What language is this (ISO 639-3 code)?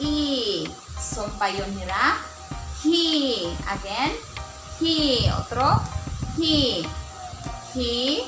war